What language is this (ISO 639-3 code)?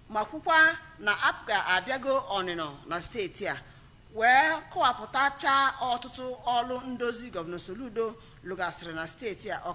ibo